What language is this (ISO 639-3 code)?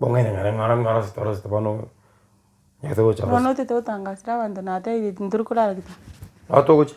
guz